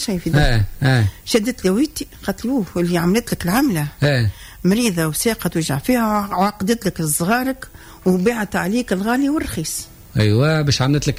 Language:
Tunisian Arabic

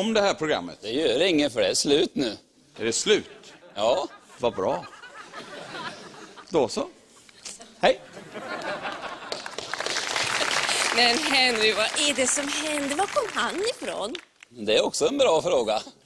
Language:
Swedish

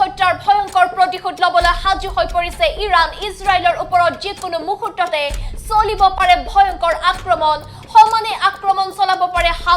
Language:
Assamese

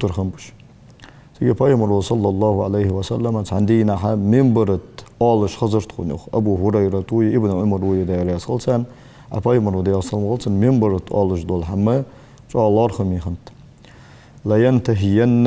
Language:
Ingush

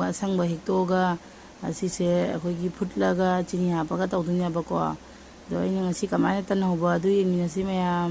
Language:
Manipuri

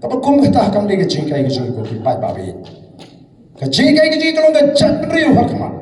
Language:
Khasi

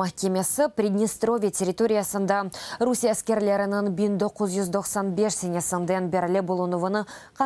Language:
Crimean Tatar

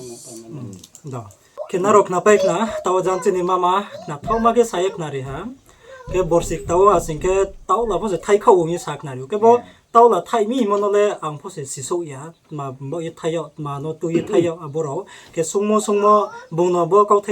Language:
Riang (India)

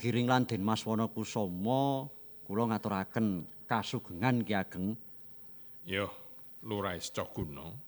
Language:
Javanese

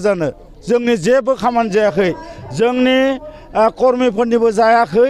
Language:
Bodo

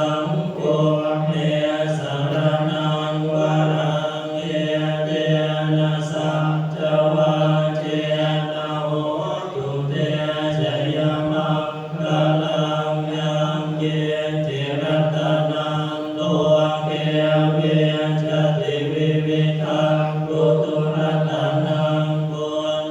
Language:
Pali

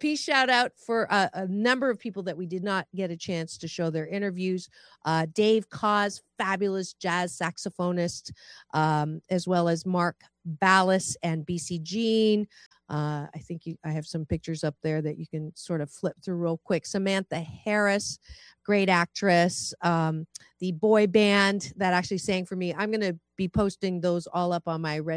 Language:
English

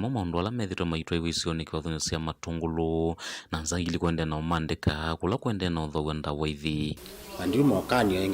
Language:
Kamba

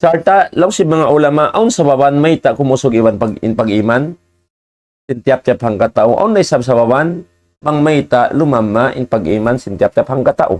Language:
Tausug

